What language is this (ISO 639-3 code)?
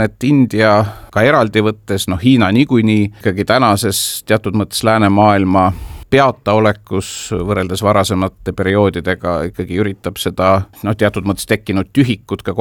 est